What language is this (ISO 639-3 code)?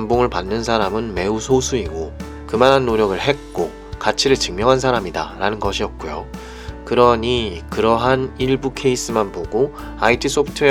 kor